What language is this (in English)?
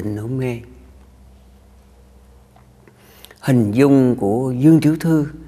Vietnamese